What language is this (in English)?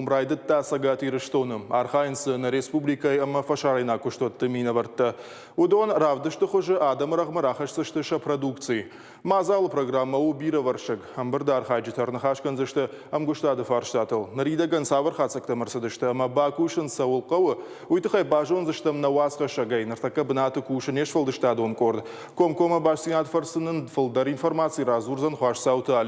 Ossetic